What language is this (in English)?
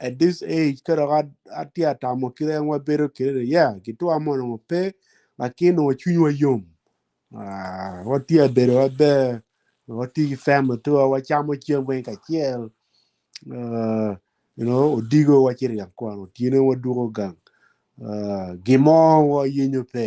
Acoli